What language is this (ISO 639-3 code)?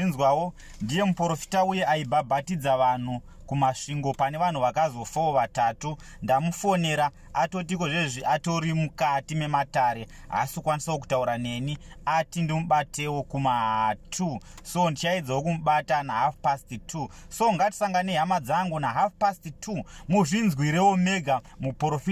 sna